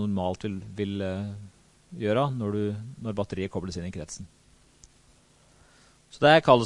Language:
Norwegian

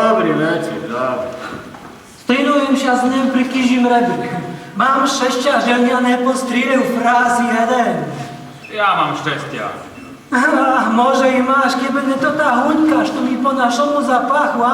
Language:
Rusyn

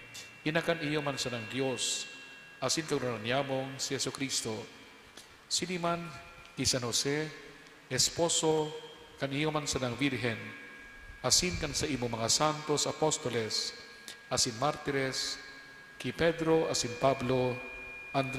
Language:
Bikol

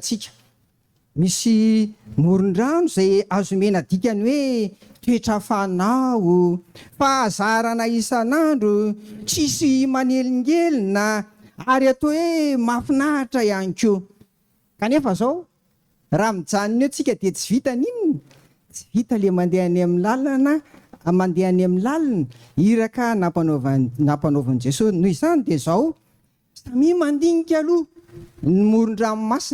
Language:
Malagasy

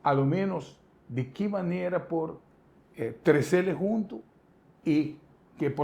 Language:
Papiamento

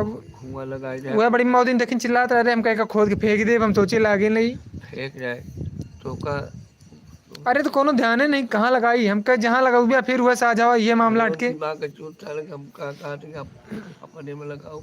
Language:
Awadhi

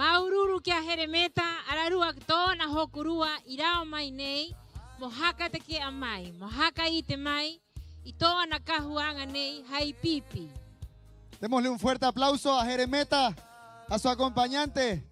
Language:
Rapanui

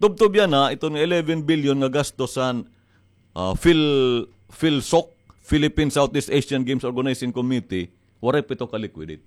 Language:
Waray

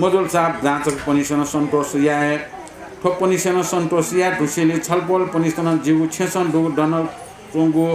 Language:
Newari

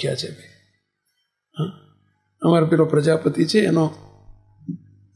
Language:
Gujarati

